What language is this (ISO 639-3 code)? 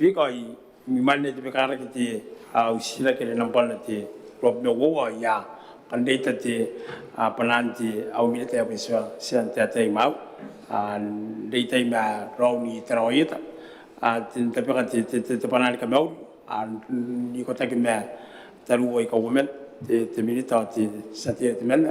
gil